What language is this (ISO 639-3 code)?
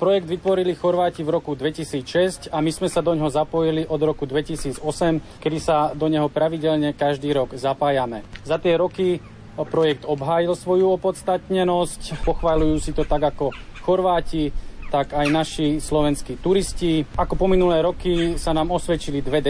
slk